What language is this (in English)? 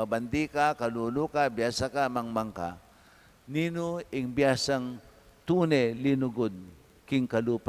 Pampanga